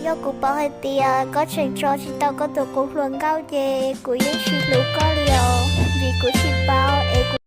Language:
Hmong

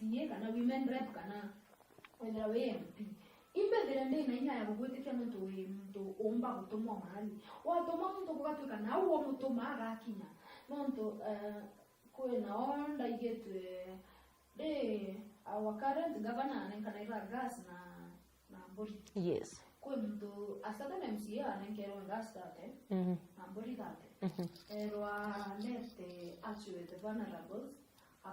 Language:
Meru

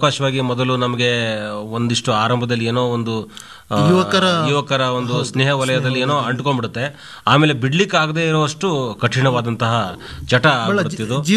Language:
Kannada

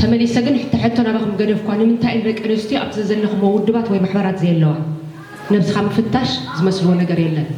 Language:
Tigrinya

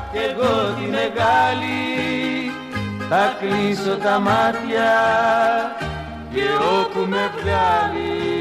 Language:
Greek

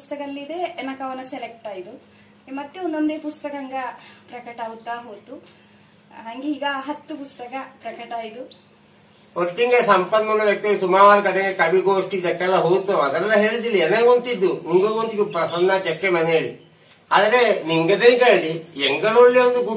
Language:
Kannada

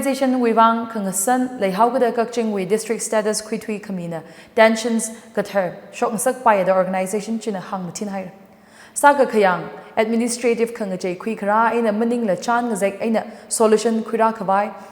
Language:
Tangkhul Naga (India)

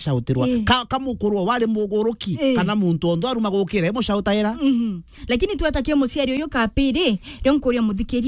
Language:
Meru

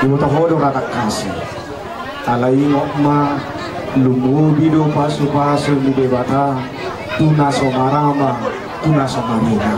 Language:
Batak Toba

